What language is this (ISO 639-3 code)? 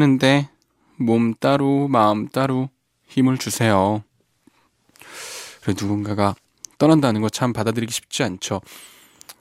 kor